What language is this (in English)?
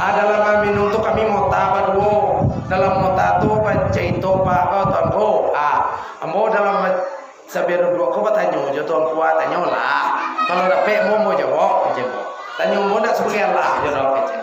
Minangkabau